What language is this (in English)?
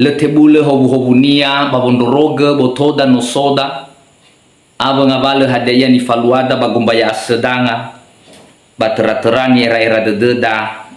Nias